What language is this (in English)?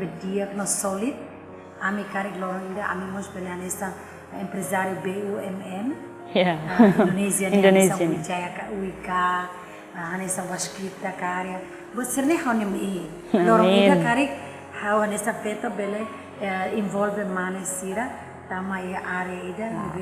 Tetum